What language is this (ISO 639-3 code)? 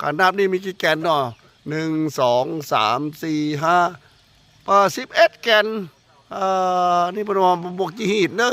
lao